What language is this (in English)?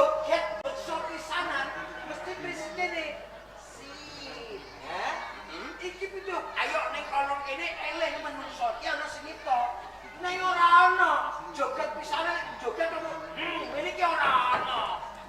Javanese